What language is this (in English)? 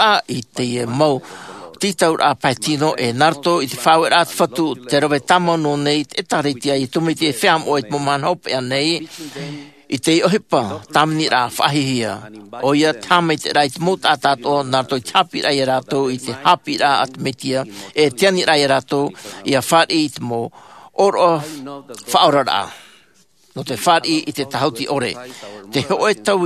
Tahitian